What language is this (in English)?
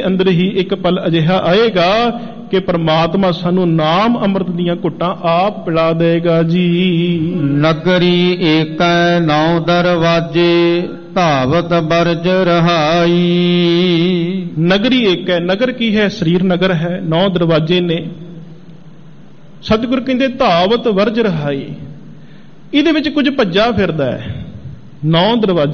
Punjabi